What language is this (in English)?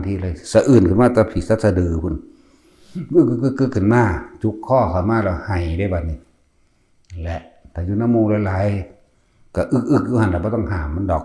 Northeastern Thai